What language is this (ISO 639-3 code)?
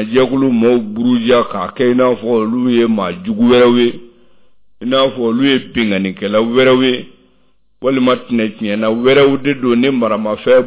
bam